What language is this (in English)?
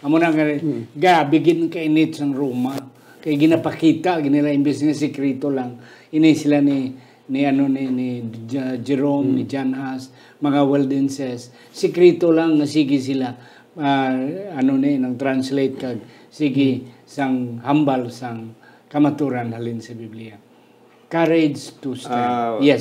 Hiligaynon